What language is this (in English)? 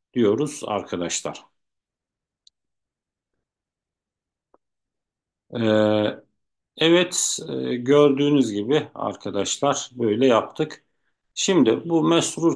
Turkish